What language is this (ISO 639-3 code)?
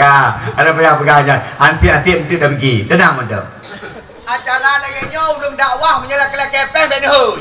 ace